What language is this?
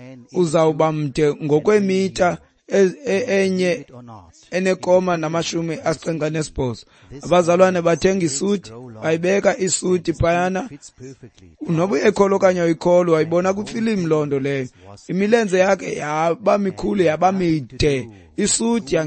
Xhosa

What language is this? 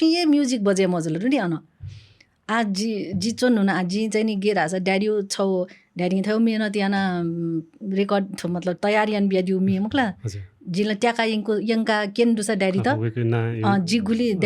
Newari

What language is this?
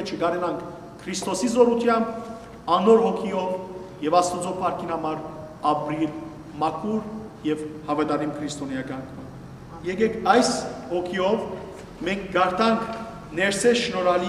Western Armenian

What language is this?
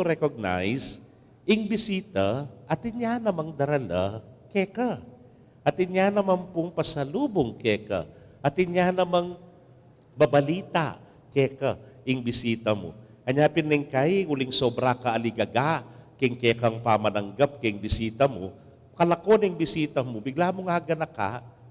Pampanga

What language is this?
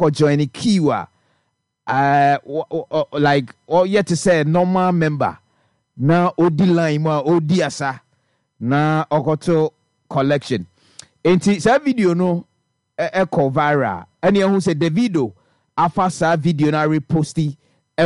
Akan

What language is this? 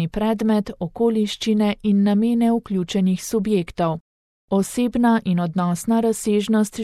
Slovenian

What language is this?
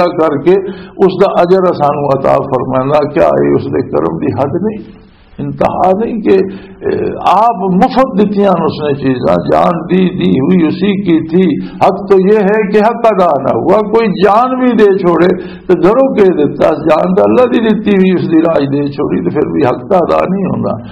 Western Panjabi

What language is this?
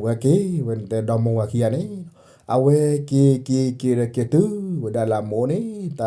S'gaw Karen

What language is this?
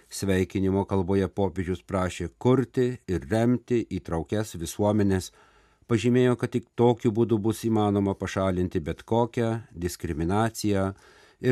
Lithuanian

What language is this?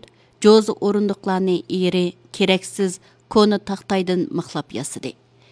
Uyghur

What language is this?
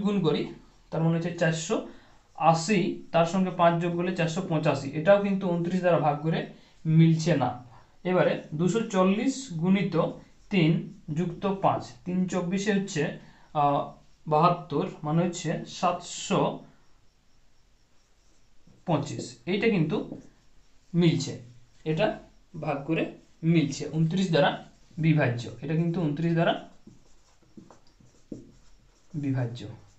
Bangla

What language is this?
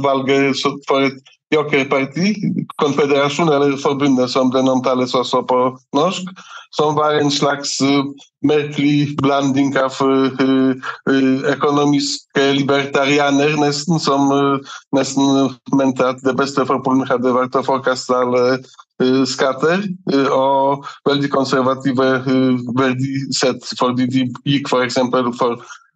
Norwegian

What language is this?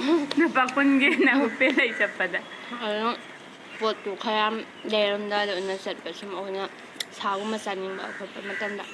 Manipuri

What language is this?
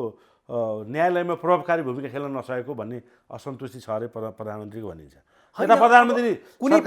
Nepali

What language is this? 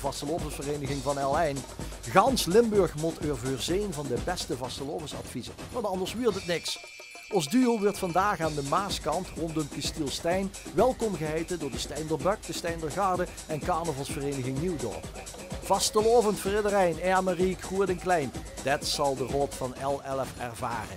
Limburgish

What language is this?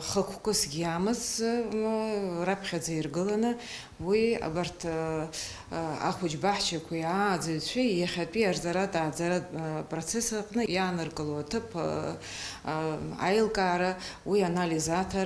Abkhazian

